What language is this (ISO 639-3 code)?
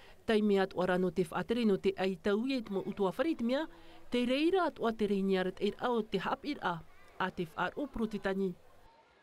tah